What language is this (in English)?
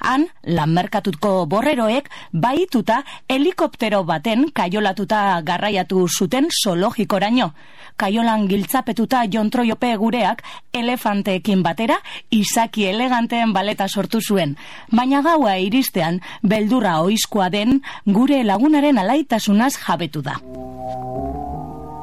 Basque